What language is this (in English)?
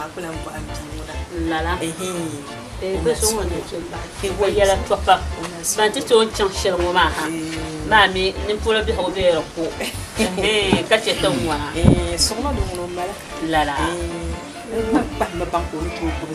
Dagbani